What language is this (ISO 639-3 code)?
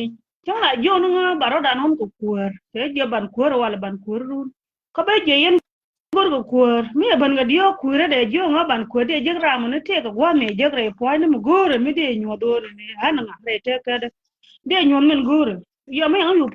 nus